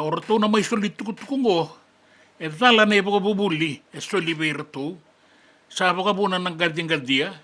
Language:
Fijian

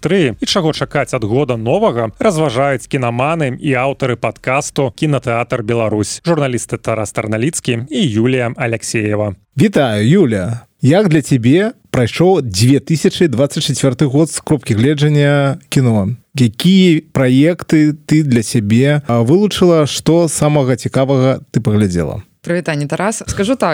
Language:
Belarusian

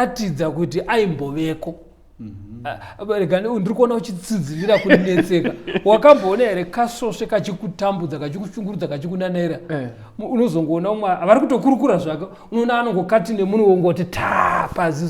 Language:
Shona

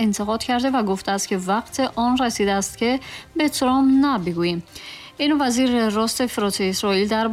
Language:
Tajik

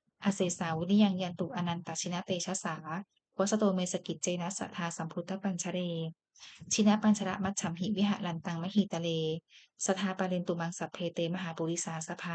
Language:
Pali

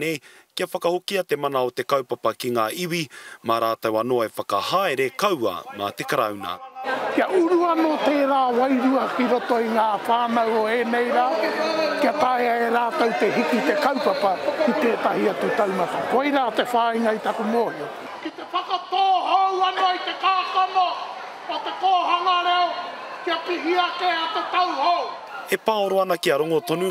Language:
Māori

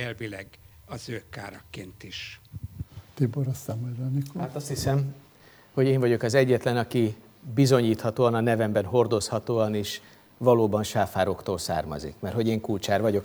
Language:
Hungarian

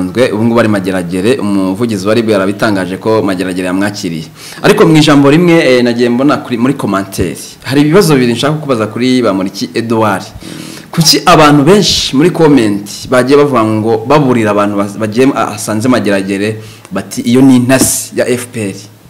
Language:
Kinyarwanda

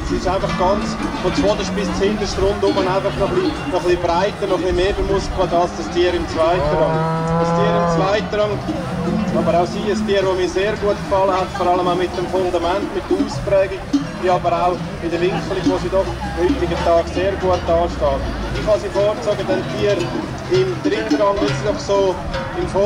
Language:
German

